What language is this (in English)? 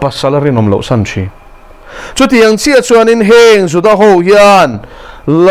Mizo